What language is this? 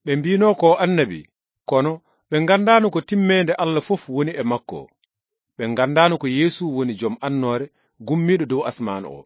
Fula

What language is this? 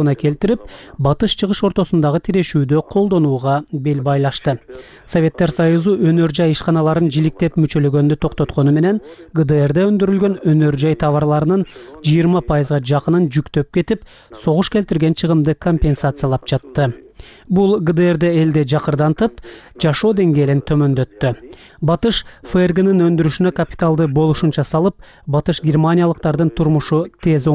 Kyrgyz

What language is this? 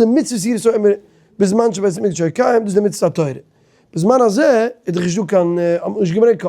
Yiddish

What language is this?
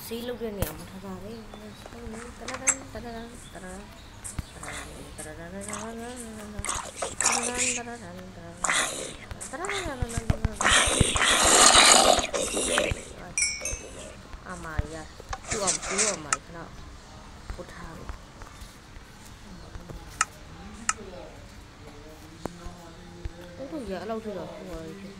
Burmese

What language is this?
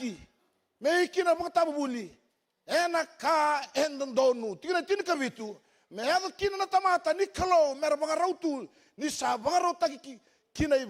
Fijian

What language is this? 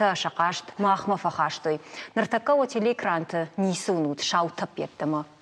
Ossetic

